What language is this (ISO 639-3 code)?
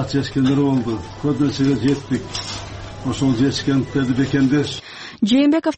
kir